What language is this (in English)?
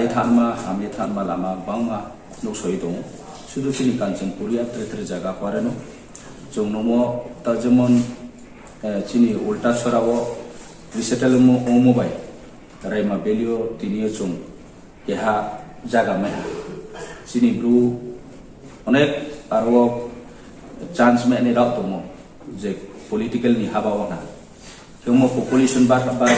Riang (India)